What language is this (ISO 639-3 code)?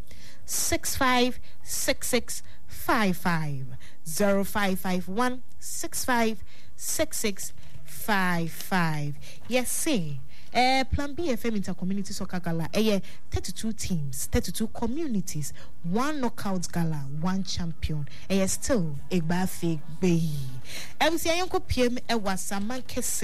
aka